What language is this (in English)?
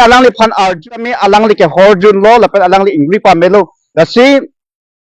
Karbi